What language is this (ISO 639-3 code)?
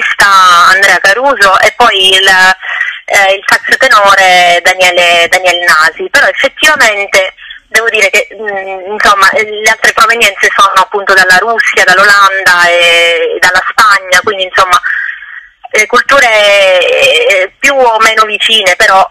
ita